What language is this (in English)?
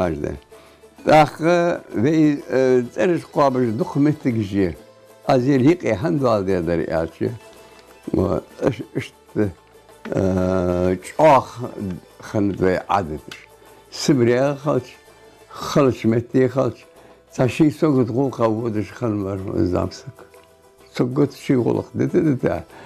Ingush